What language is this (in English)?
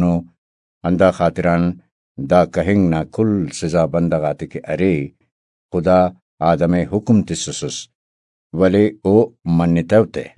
Brahui